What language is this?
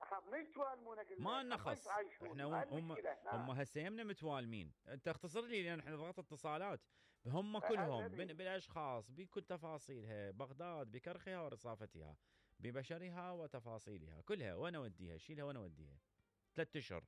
Mesopotamian Arabic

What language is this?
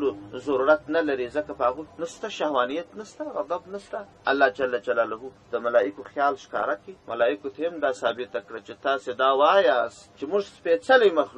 Pashto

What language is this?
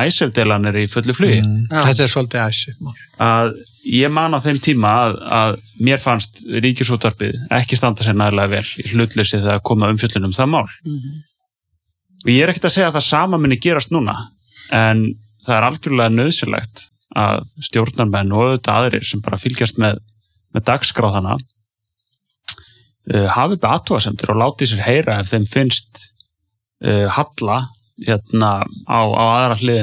Icelandic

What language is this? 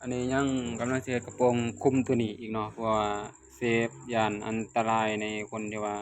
Lao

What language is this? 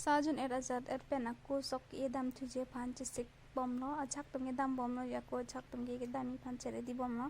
Karbi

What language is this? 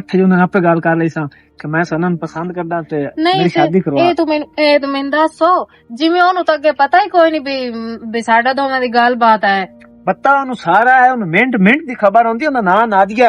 Western Panjabi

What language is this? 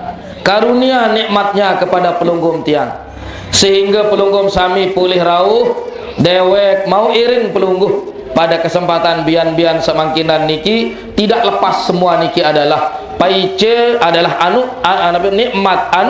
Sasak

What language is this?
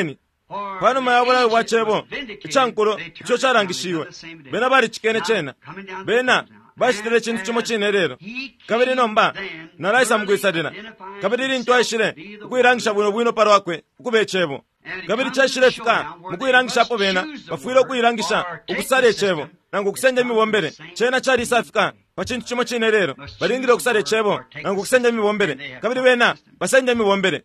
Bemba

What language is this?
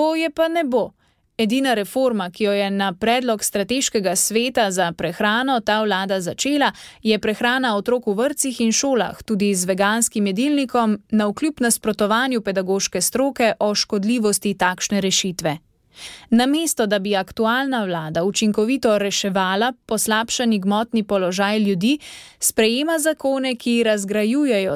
Slovenian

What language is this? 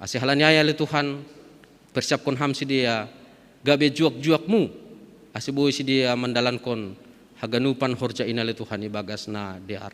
Batak Simalungun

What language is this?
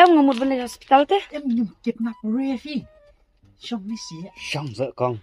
Khasi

